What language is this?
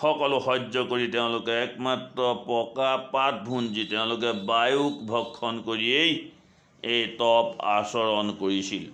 Assamese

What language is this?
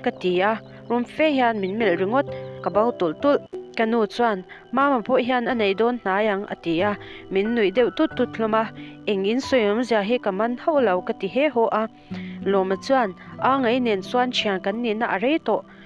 Mizo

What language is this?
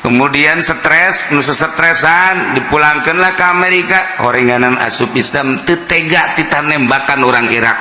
Sundanese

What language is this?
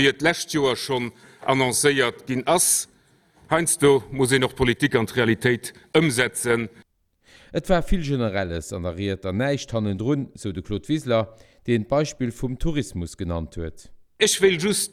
Luxembourgish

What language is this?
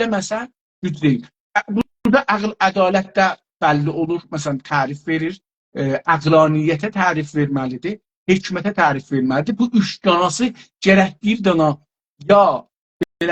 South Azerbaijani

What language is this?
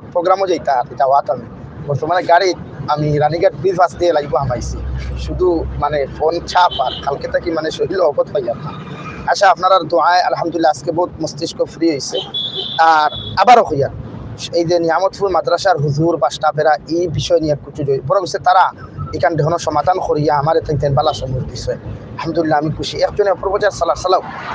Sylheti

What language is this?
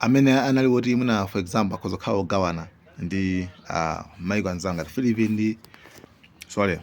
Nyanja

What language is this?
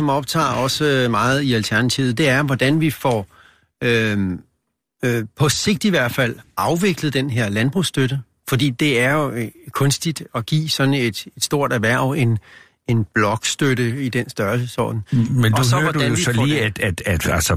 Danish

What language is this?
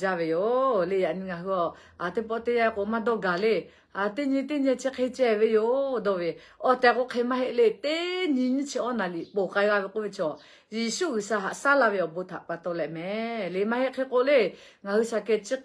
Lahu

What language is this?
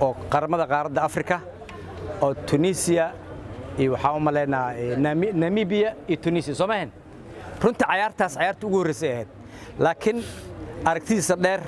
Somali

